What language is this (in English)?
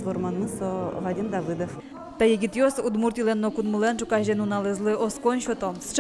Udmurt